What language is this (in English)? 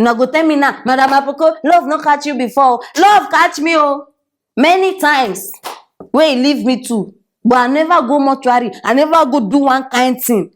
Nigerian Pidgin